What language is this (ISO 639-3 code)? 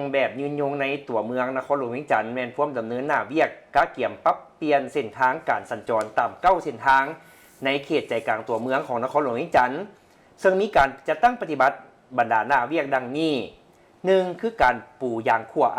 lao